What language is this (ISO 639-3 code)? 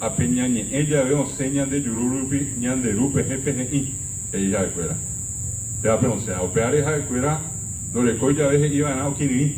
grn